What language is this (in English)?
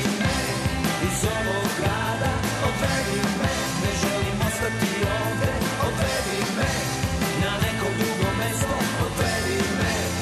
Serbian